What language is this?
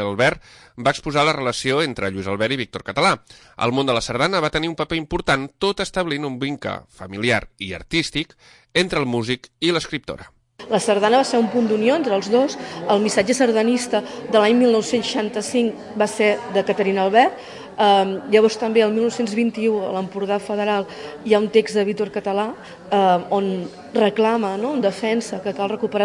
Catalan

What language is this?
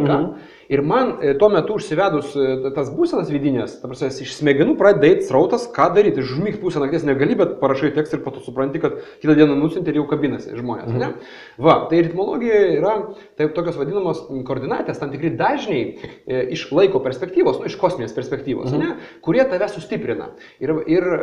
Lithuanian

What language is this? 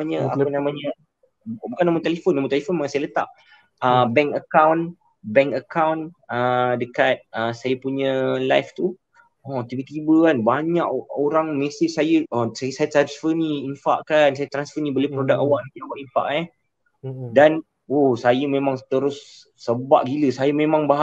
Malay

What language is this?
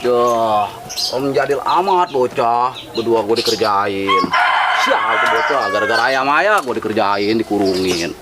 Betawi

